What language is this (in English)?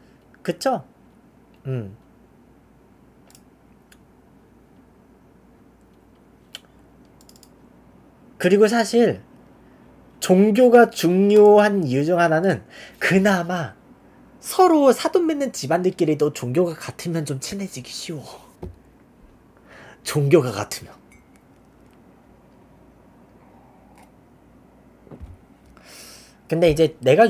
Korean